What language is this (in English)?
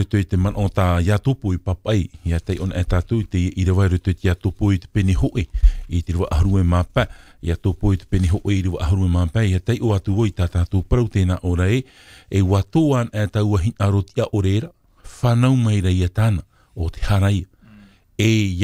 Tahitian